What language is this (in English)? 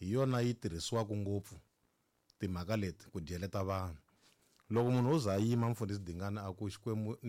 Tsonga